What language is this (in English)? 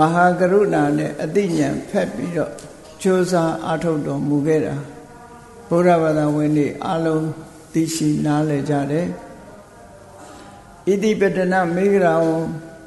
Burmese